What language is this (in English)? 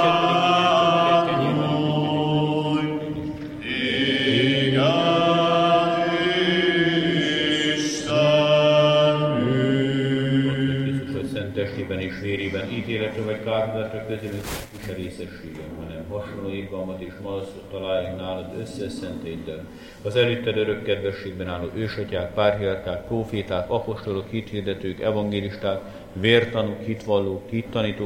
Hungarian